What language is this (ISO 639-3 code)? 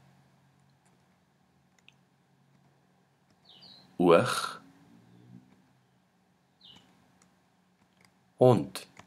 afr